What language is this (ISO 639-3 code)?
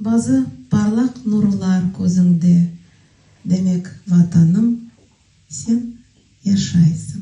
crh